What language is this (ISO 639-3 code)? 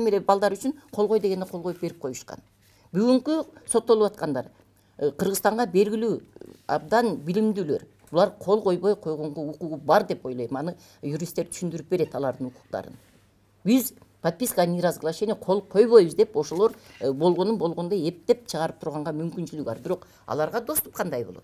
kir